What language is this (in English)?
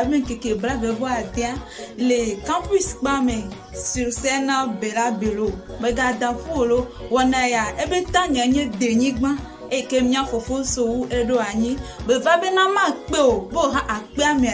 Ewe